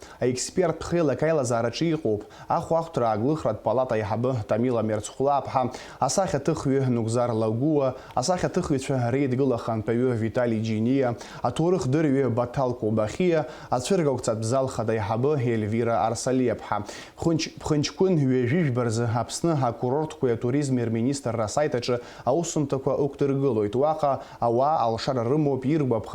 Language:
Abkhazian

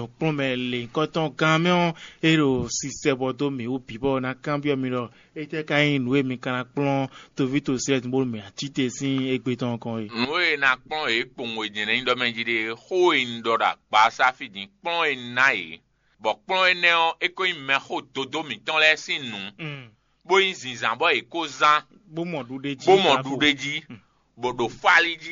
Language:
Fon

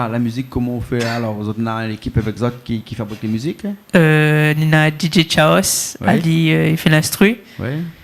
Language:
Réunion Creole French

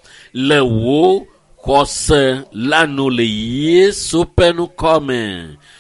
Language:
Ewe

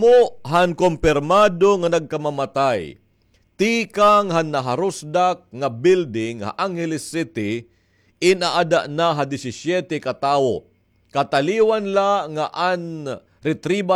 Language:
Waray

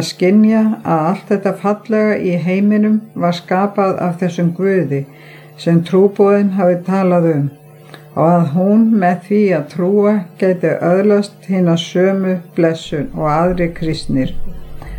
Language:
Icelandic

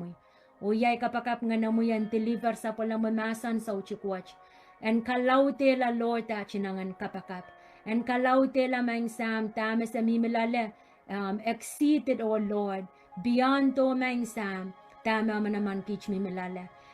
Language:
Pohnpeian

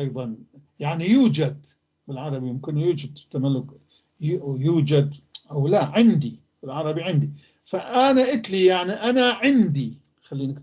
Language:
North Levantine Arabic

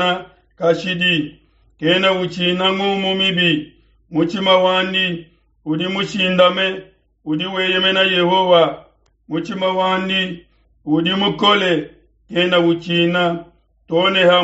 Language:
Luba-Lulua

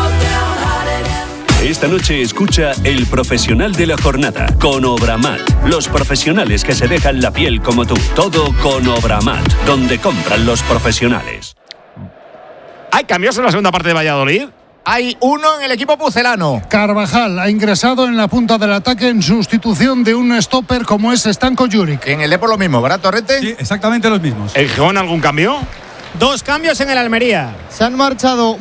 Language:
Spanish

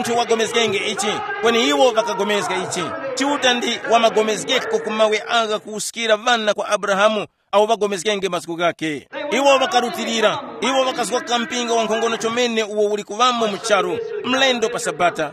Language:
Tumbuka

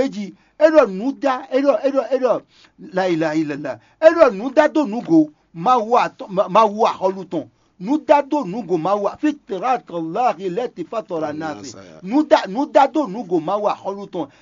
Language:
Fon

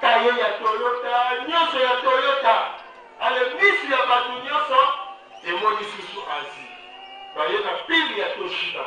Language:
Lingala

